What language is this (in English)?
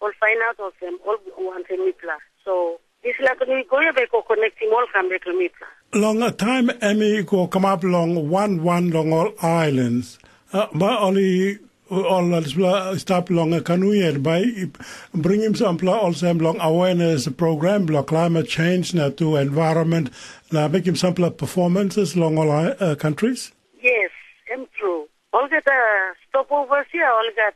Tok Pisin